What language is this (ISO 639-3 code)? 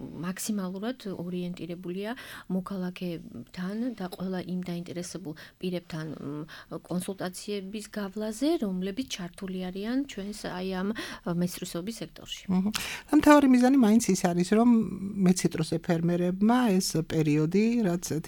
kat